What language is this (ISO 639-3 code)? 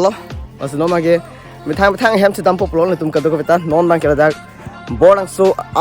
mjw